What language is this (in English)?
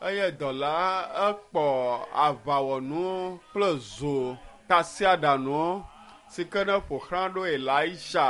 Ewe